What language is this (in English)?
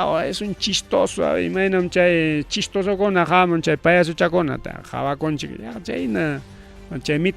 Ayacucho Quechua